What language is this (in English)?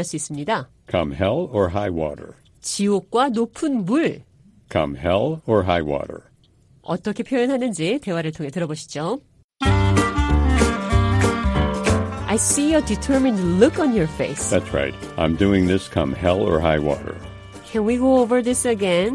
Korean